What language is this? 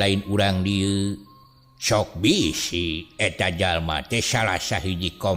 Sundanese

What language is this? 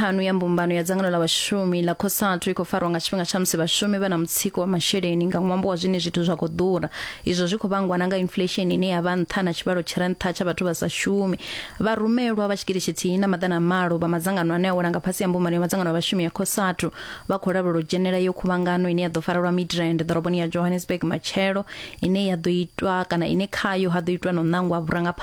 Venda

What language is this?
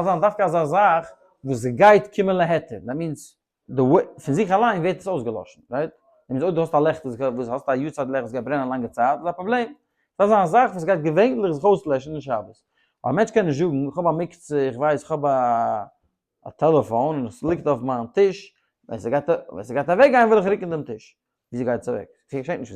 Yiddish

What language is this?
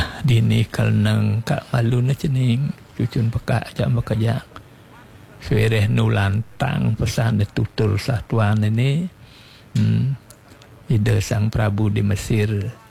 Balinese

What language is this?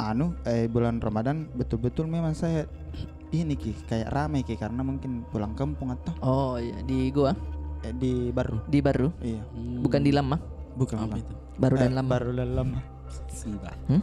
Makassar Malay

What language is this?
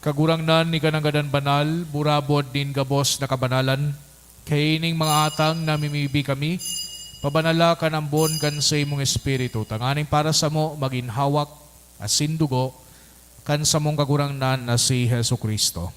Bikol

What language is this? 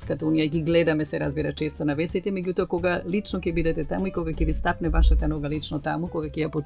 Macedonian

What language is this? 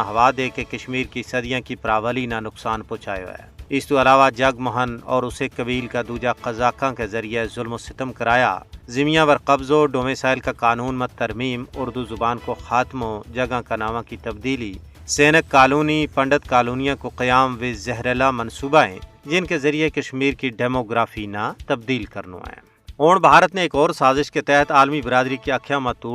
Gujari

